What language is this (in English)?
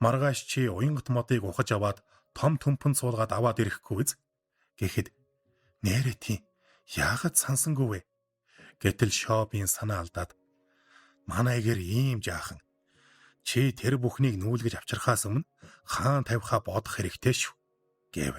Mongolian